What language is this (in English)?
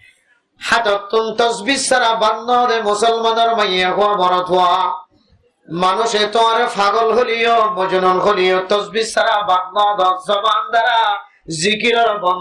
Rohingya